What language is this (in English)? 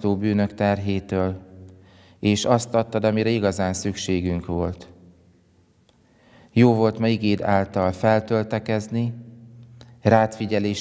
Hungarian